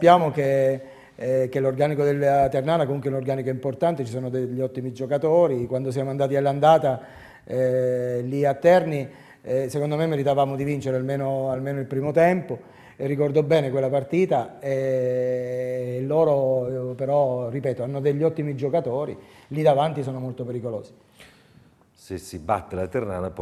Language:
Italian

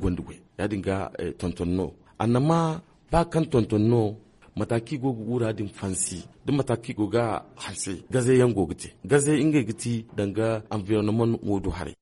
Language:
Zarma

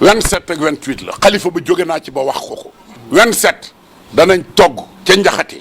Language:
Wolof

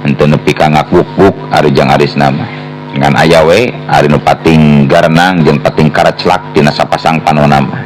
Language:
Sundanese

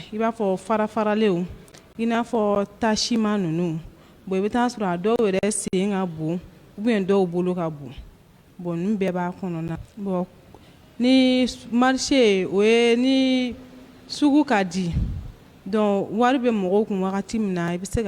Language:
Bambara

